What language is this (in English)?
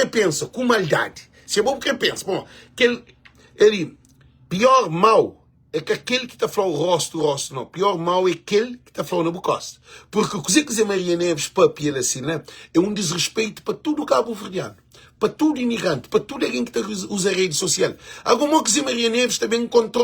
Kabuverdianu